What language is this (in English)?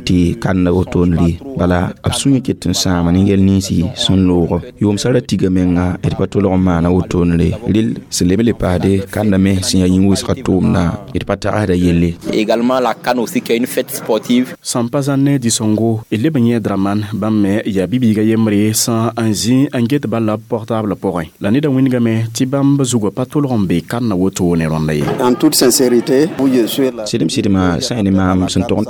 Mossi